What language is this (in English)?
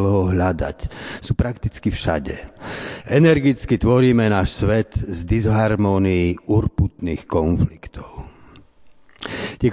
Slovak